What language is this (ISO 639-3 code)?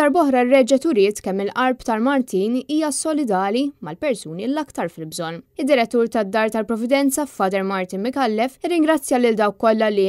mlt